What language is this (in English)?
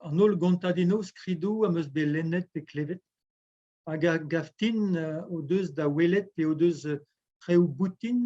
Breton